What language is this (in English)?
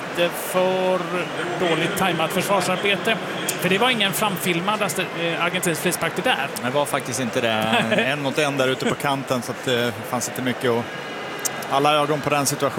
Swedish